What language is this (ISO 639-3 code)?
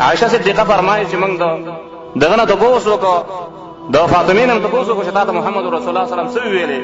pus